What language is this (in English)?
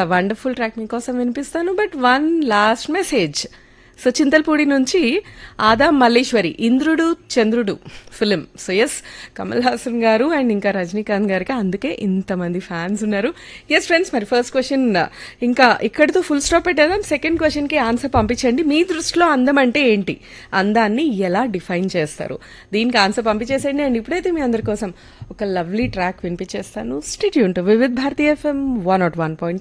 Telugu